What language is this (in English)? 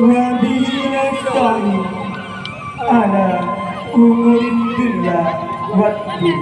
Minangkabau